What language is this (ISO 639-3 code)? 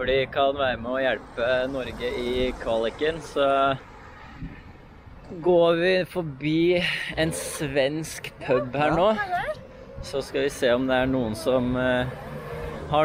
nor